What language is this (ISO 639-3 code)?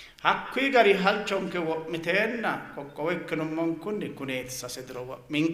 sid